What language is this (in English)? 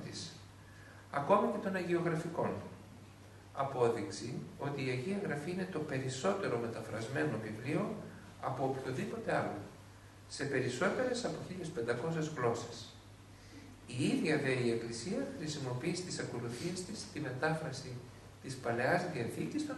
Greek